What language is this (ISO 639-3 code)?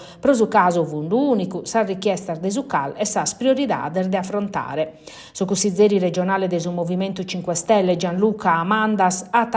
srd